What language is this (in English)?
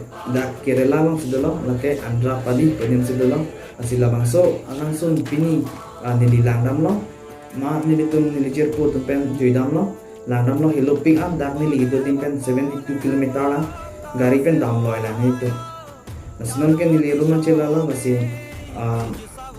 Karbi